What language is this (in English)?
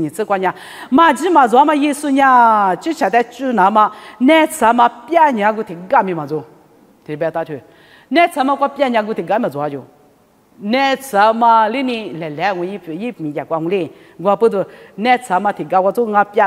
Lisu